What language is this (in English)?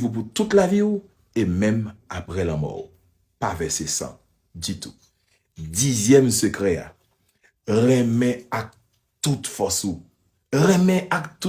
Haitian Creole